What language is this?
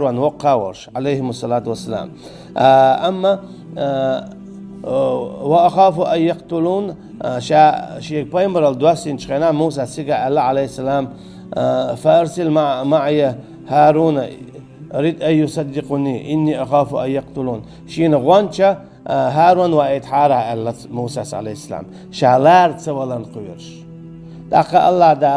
Chechen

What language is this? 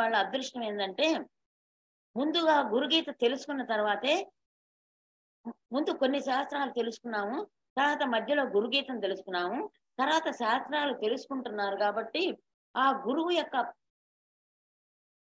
Telugu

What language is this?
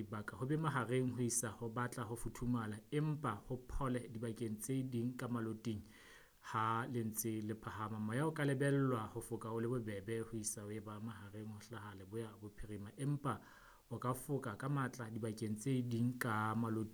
Southern Sotho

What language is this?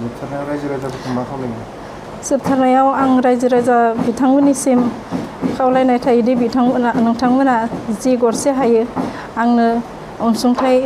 Bodo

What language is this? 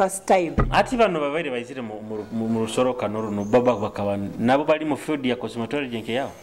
Nyoro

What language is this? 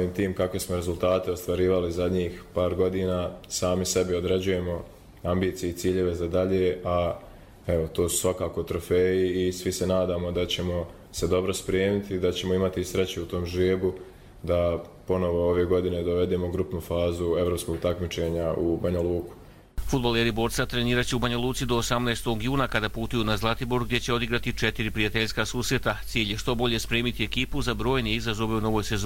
Croatian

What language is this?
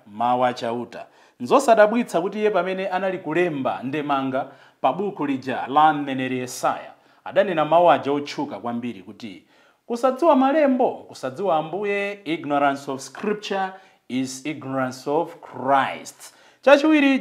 Nyanja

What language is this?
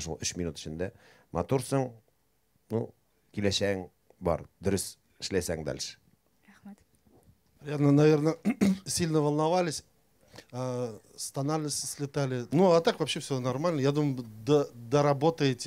Bashkir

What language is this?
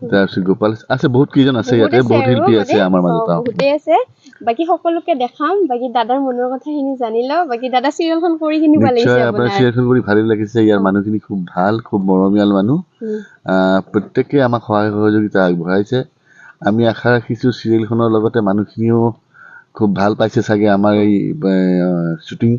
Assamese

